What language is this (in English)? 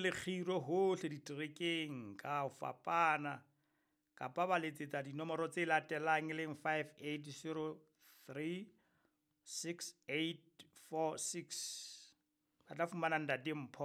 Southern Sotho